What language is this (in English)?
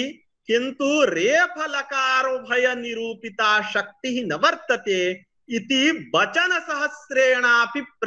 Sanskrit